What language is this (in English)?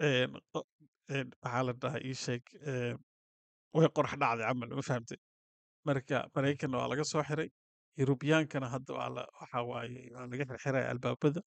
Somali